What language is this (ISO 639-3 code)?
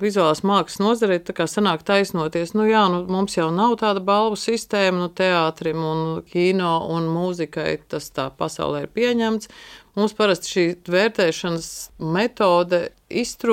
lav